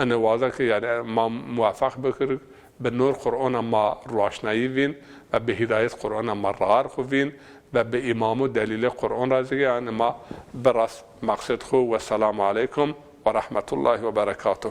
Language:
Zaza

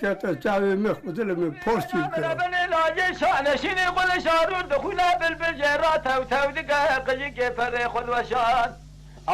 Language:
Kurdish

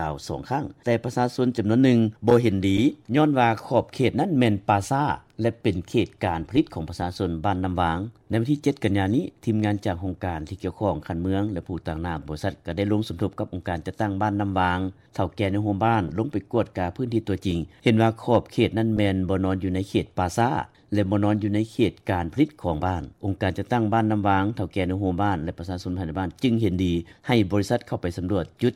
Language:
Lao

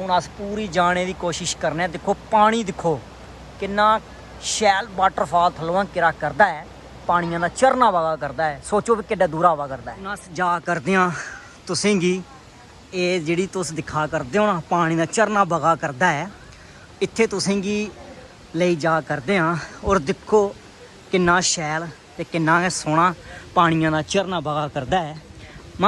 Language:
Dogri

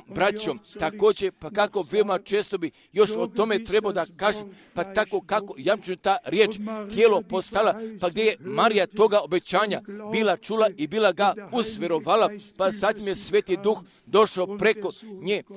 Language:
Croatian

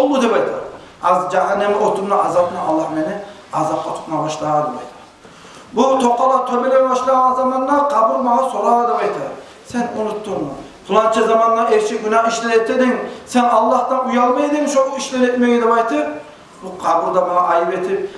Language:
Kumyk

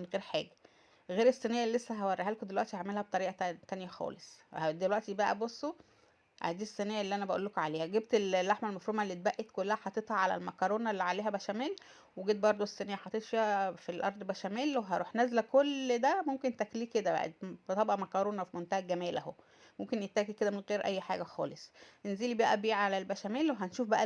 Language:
Egyptian Arabic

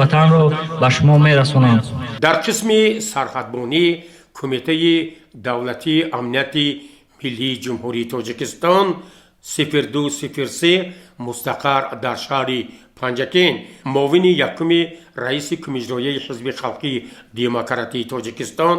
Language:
Tajik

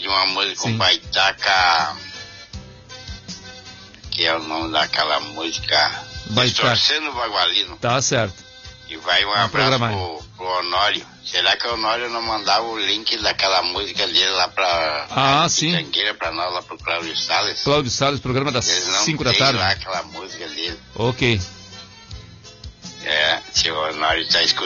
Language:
Portuguese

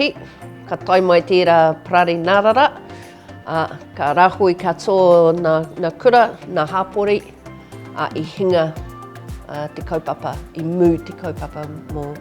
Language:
Māori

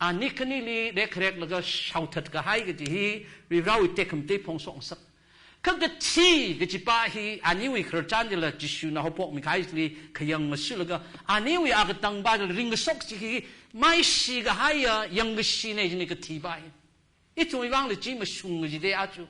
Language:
Tangkhul Naga (India)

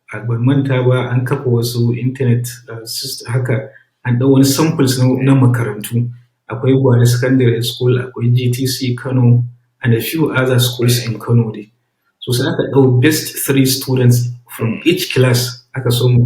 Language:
Hausa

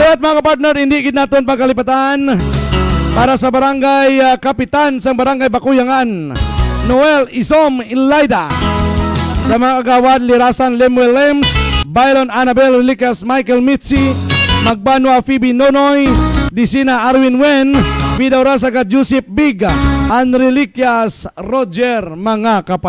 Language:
Hiligaynon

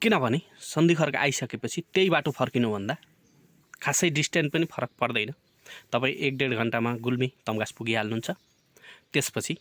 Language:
Nepali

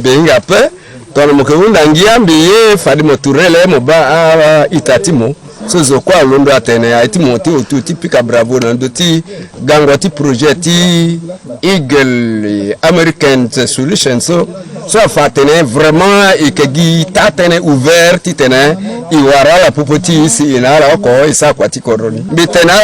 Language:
Sango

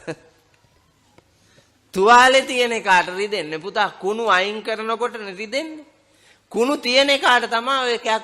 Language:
Sinhala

